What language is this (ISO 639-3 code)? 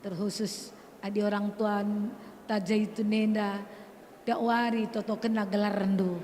btx